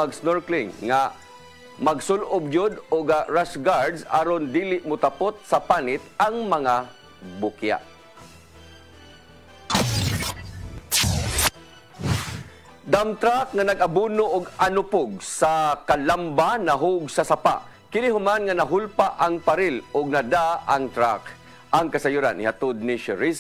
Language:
Cebuano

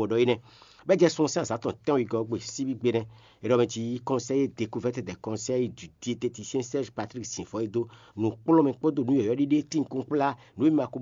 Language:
Fon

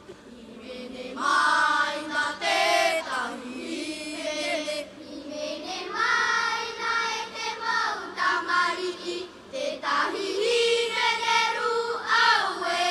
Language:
Tahitian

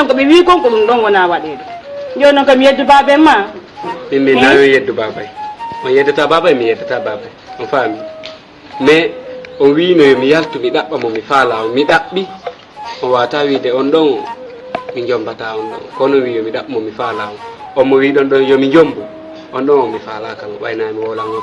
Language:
Fula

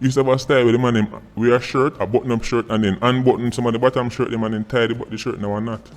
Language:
Jamaican Creole English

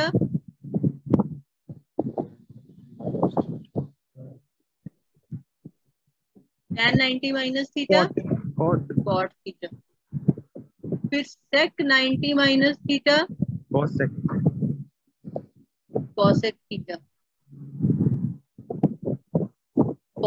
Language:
Hindi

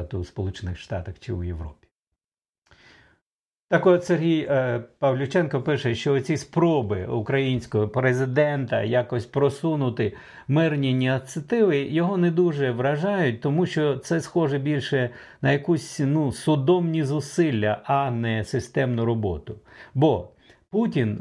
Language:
Ukrainian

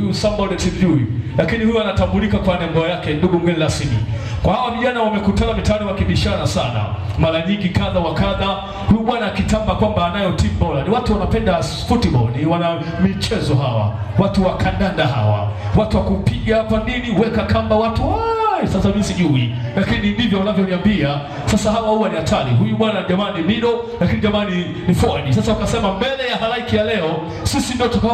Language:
Swahili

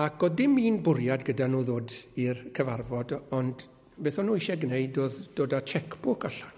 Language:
Welsh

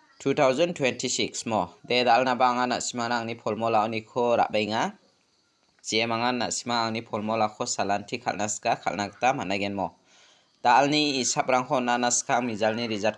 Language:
Garo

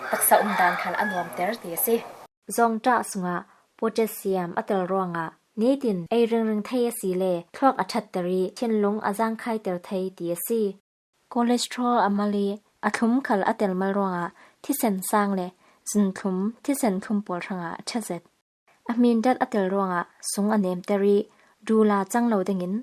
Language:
Falam Chin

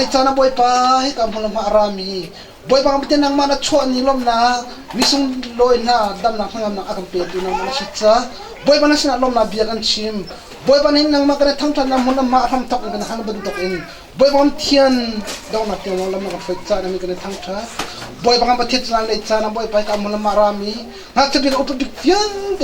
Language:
Hakha Chin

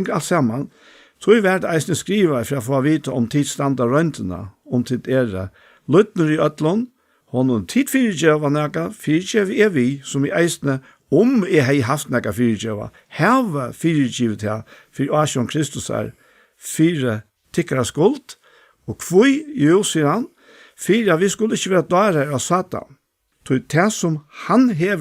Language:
Faroese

